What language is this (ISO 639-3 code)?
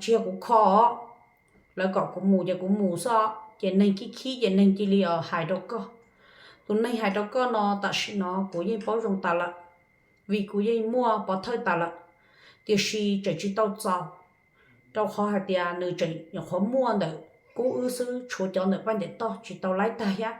hmn